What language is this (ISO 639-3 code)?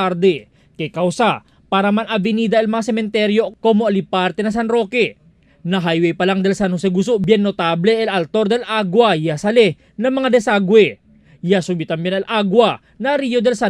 cbk